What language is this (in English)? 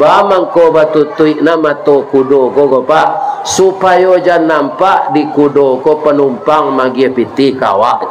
Minangkabau